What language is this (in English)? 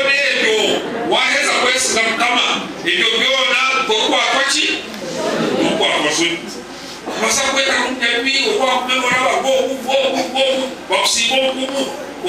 Nyankole